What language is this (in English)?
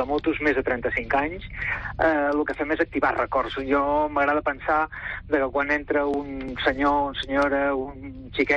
Catalan